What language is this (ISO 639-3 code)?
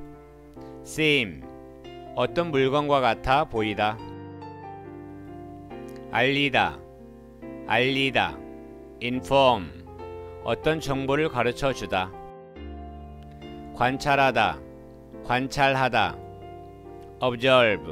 kor